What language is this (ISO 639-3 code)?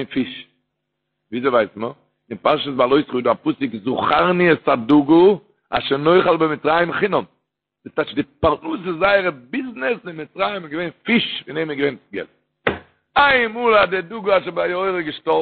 yid